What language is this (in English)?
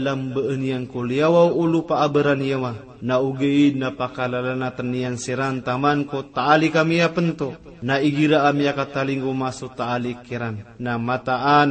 Maranao